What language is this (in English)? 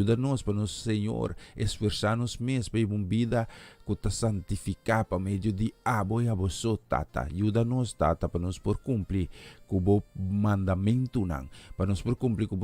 Papiamento